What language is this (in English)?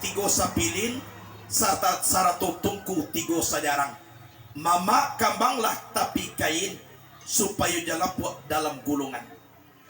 Minangkabau